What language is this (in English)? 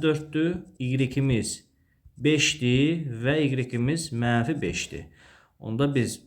Azerbaijani